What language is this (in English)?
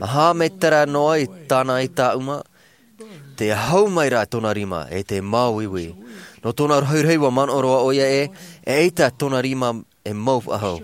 Tahitian